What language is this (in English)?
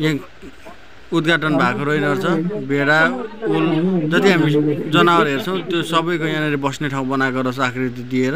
Nepali